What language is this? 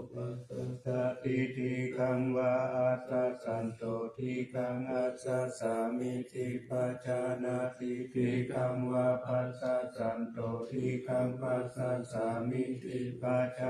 Pali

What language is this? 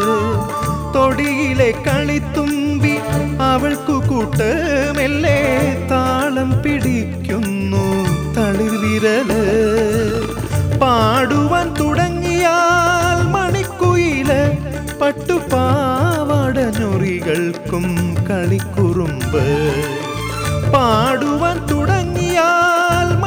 Malayalam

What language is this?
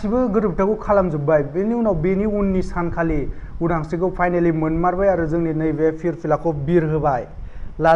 Bodo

